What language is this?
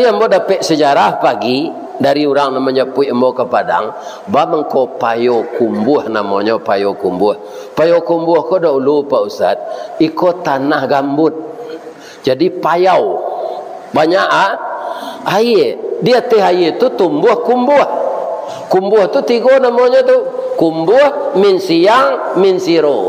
Minangkabau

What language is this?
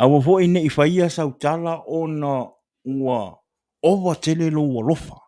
Samoan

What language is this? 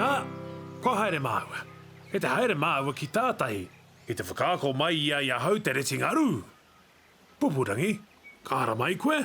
Māori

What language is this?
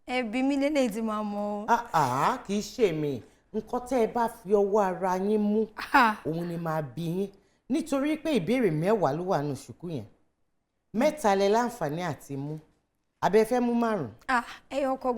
Yoruba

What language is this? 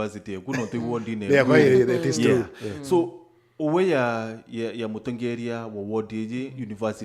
Meru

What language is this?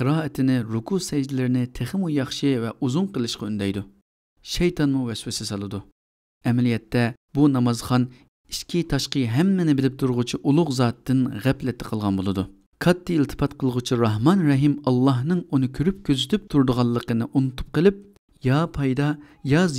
Uyghur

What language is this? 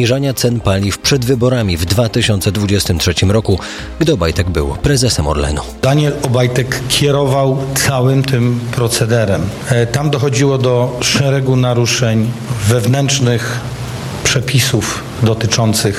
Polish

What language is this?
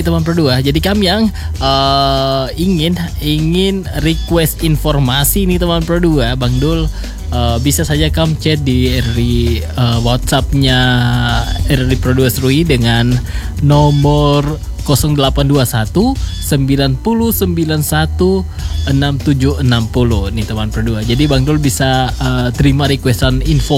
Indonesian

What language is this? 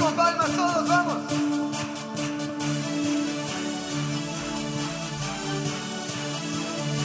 Spanish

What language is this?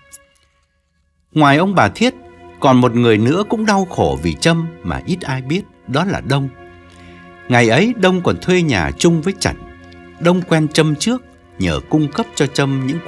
Vietnamese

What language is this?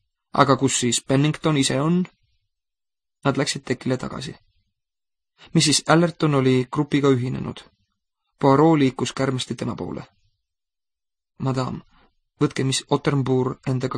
Estonian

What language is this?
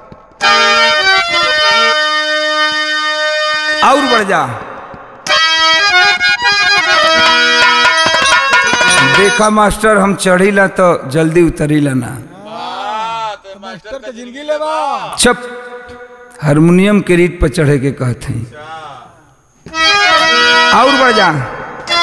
Bhojpuri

